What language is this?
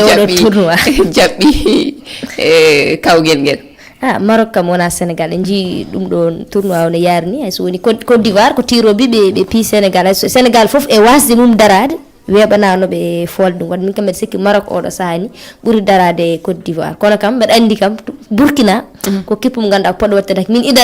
Fula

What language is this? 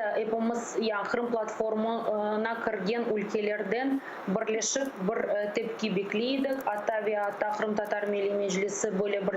Crimean Tatar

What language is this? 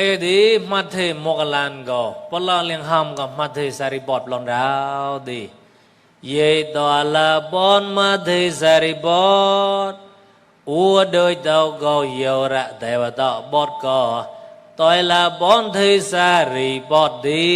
Mon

